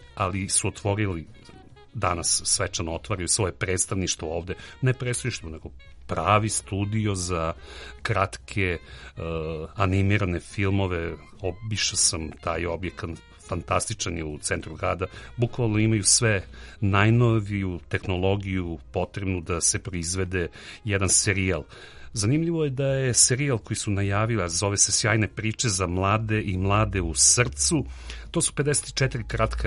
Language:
Serbian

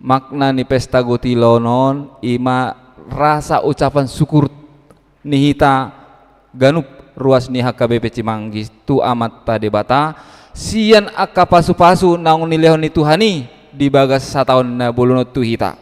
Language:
Batak Toba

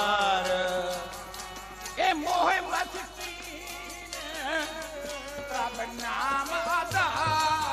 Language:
Punjabi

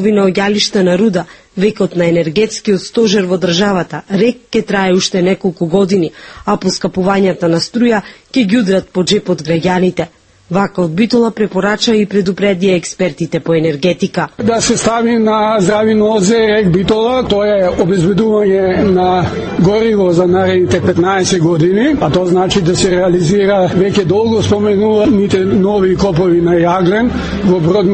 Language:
Macedonian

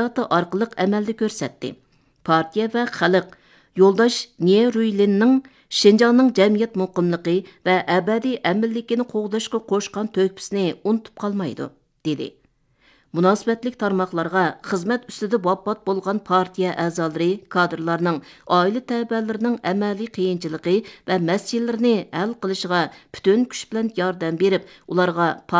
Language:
Uyghur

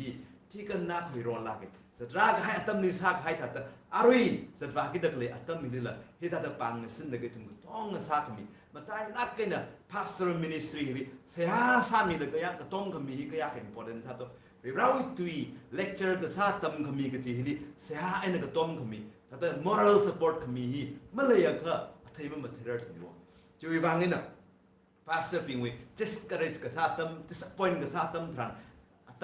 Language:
Tangkhul Naga (India)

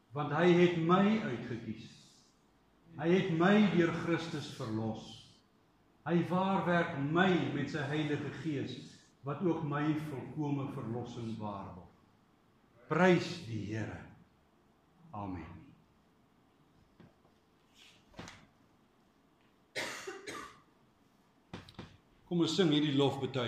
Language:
Afrikaans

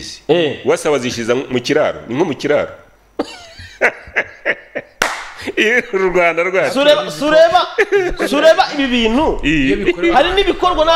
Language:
Kinyarwanda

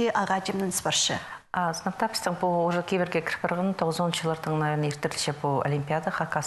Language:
Khakas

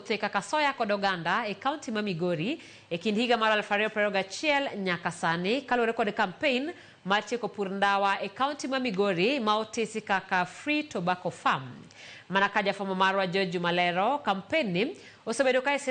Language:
Luo (Kenya and Tanzania)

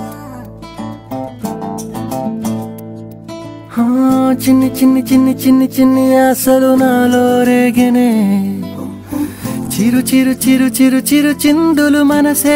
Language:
Telugu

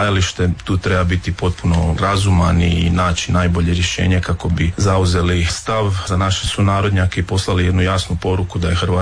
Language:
Croatian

